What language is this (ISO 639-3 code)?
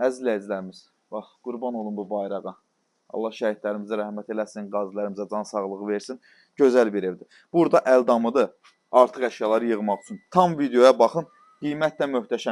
aze